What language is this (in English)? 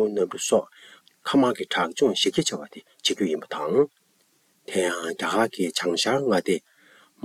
Tibetan